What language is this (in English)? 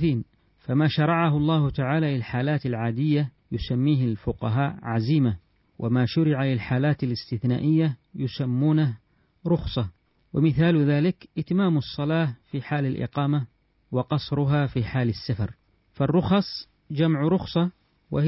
Arabic